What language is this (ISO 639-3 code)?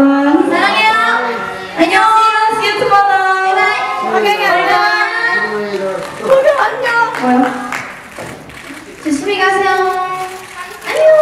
kor